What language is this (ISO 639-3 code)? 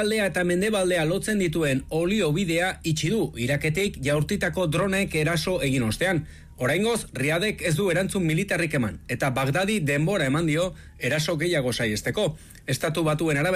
eus